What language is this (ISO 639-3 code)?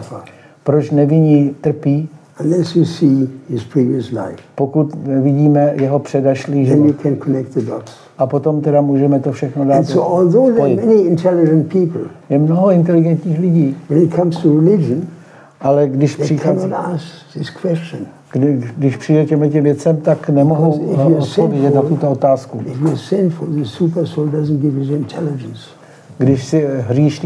ces